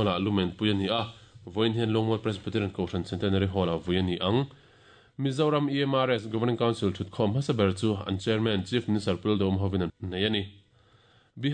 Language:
Mizo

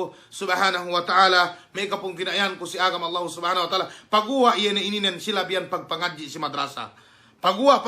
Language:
Yakan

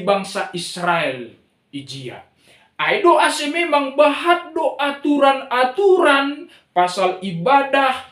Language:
Batak Simalungun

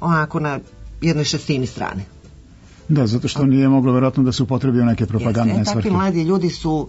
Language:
Serbian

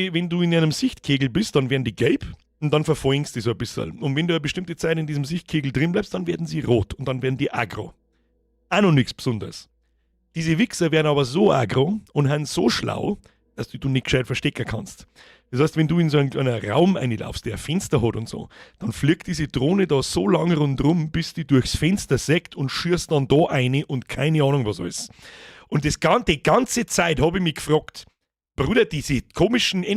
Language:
Bavarian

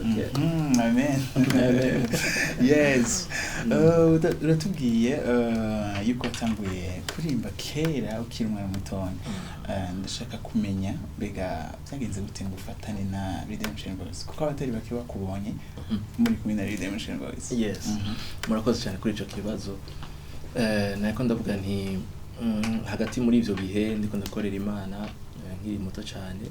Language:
Rundi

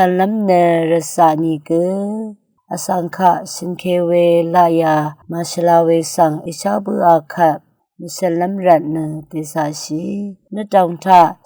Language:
Rawang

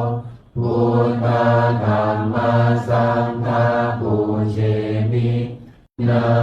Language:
Pali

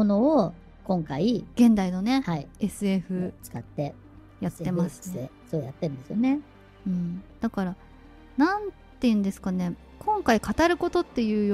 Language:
Japanese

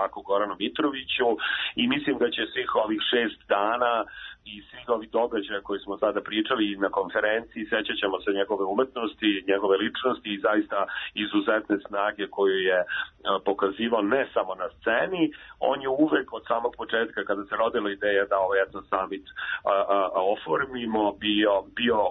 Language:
Serbian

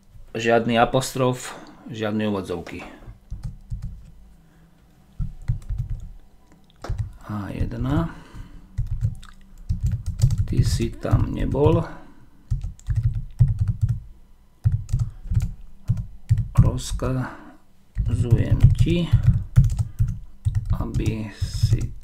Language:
Slovak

